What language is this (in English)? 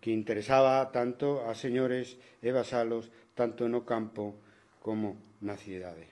Galician